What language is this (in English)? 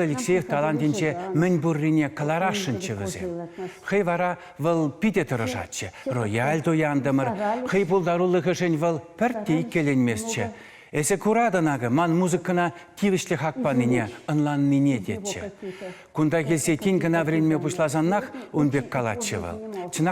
Chuvash